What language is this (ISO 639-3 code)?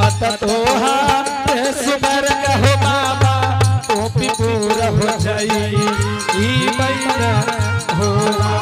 anp